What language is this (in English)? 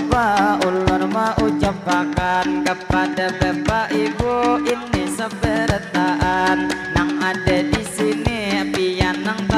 Banjar